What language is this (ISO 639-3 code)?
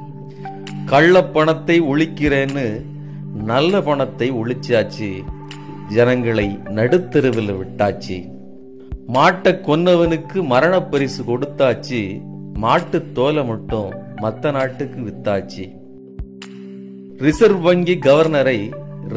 tam